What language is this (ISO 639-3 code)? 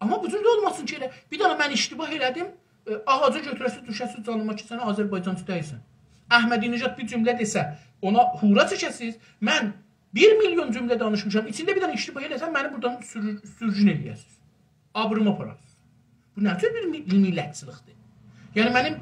azb